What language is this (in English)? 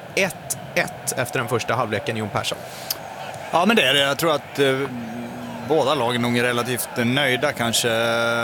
Swedish